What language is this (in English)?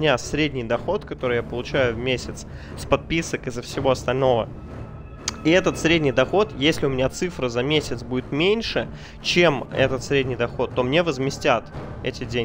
Russian